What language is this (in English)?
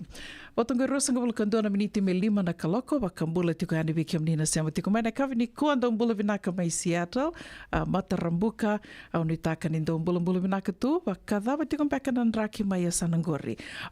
Fijian